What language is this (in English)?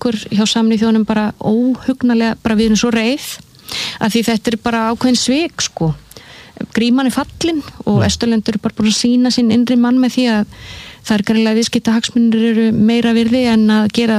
Icelandic